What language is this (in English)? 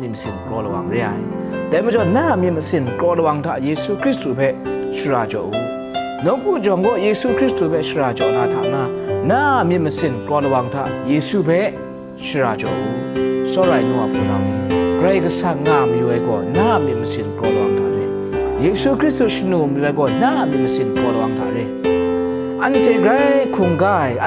Kachin